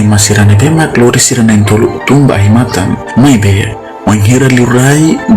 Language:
Tetum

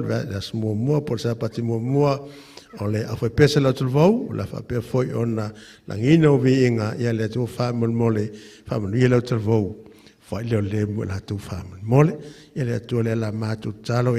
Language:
Samoan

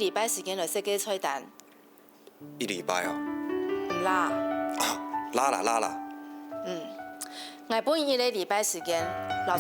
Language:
Hakka Chinese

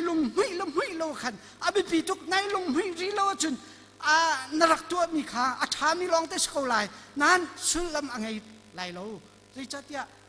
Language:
Hakha Chin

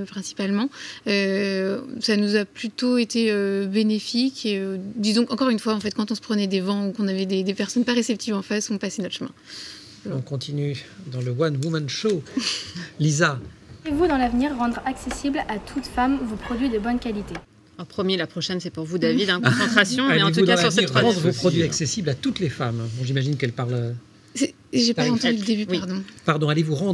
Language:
French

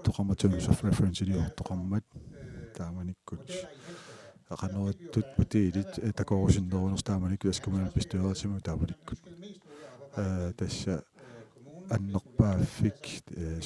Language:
Kalaallisut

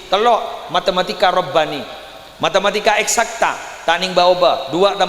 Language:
Madurese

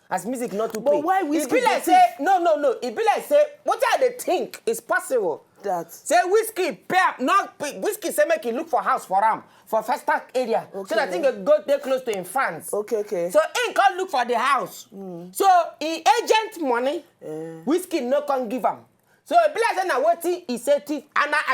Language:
Nigerian Pidgin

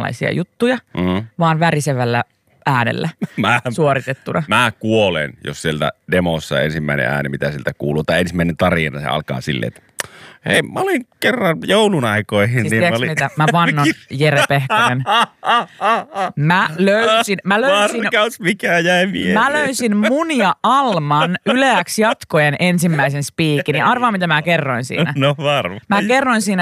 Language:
Finnish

